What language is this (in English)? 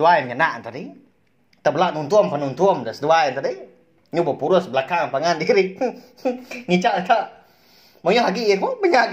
Iban